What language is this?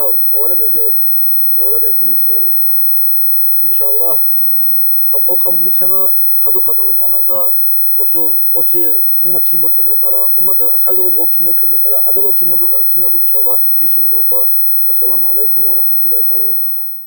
Avaric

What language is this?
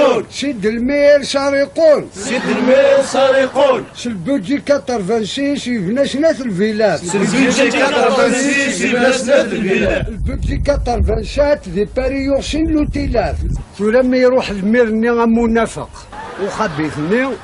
Kabyle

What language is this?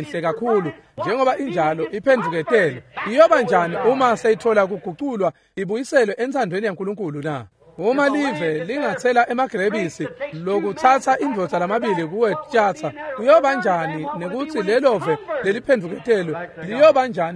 Swati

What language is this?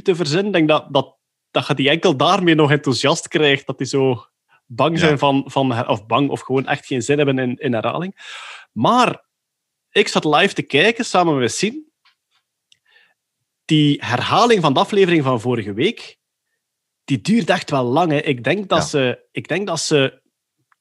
Dutch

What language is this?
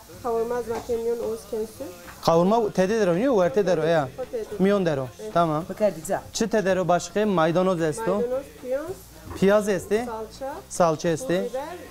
Zaza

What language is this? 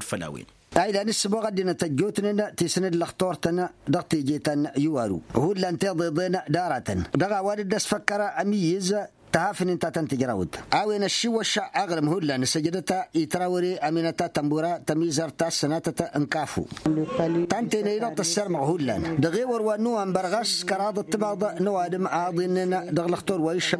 Tamasheq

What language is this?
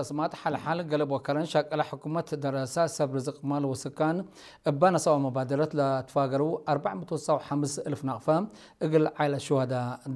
Tigrinya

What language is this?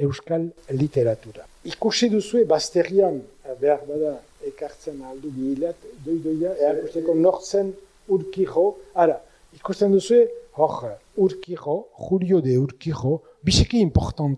Basque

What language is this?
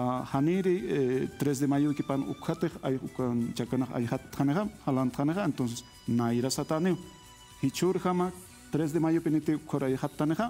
Aymara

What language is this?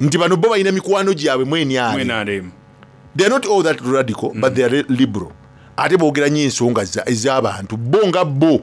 Soga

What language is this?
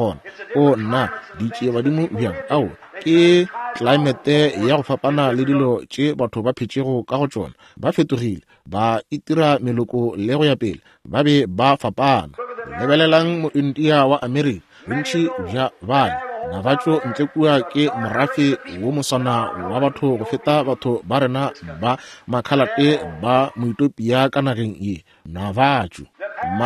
Northern Sotho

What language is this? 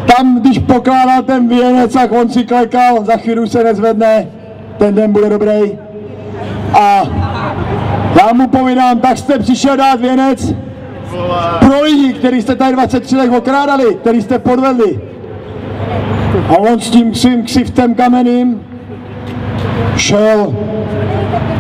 Czech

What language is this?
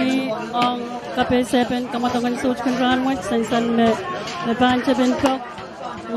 Pohnpeian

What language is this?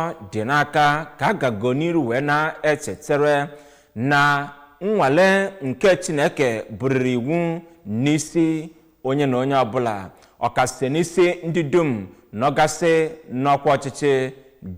Igbo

